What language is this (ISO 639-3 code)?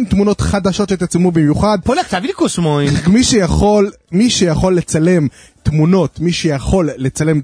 heb